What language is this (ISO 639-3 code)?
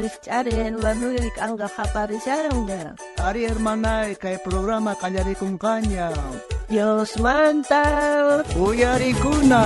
quh